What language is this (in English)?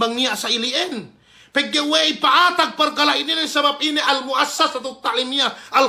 Yakan